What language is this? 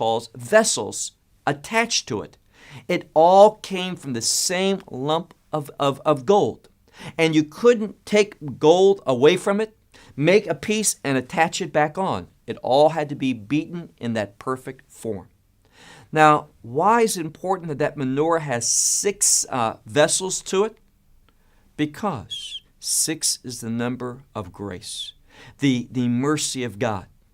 English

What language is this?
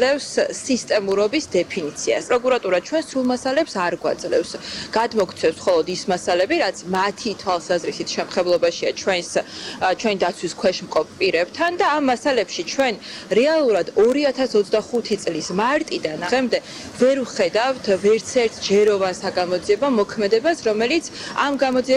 Georgian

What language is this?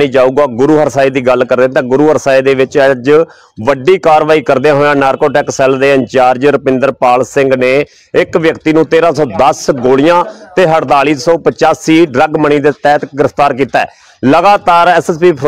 Punjabi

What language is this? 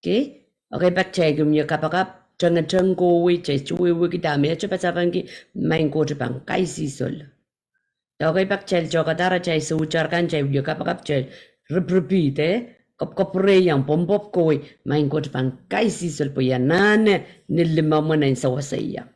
Pohnpeian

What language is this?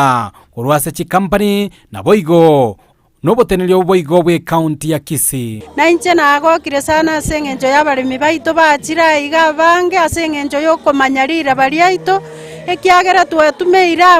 Gusii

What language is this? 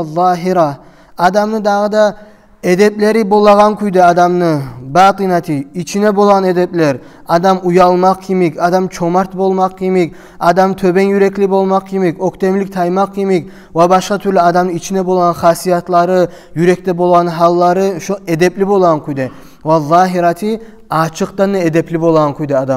Kumyk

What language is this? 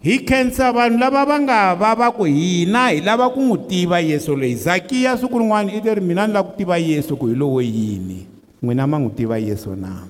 Tsonga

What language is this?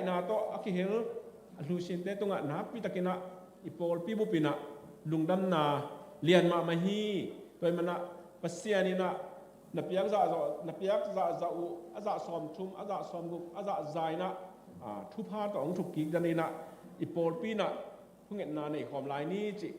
Tedim Chin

